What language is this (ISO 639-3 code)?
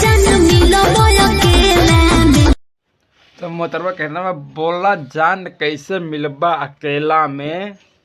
bho